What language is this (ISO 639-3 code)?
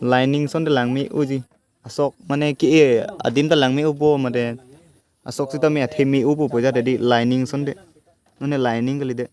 mjw